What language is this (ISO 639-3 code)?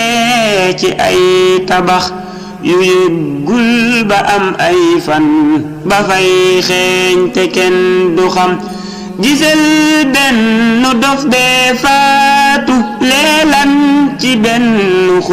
wol